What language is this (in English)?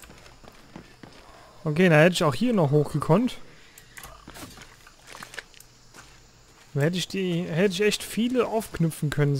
German